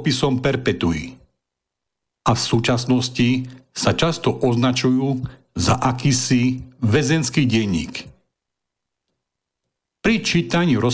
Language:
Slovak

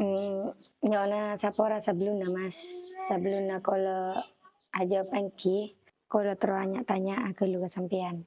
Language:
Madurese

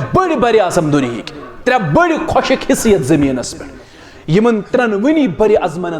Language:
Kashmiri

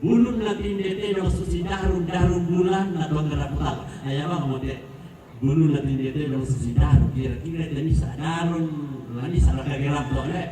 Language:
Toraja-Sa'dan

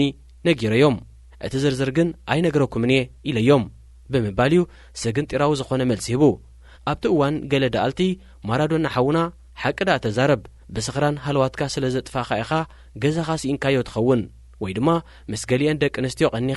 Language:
Tigrinya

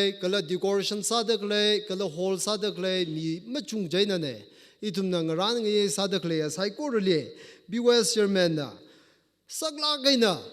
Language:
Tangkhul Naga (India)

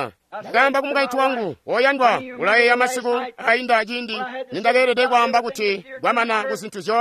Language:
Tonga (Zambia)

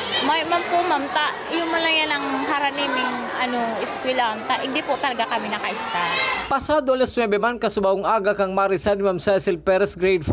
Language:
Bikol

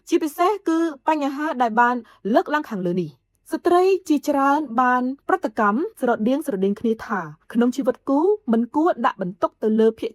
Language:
Khmer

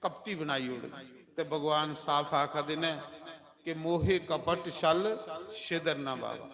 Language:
Dogri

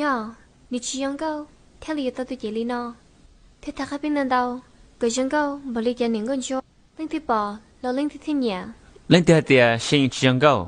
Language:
Hmong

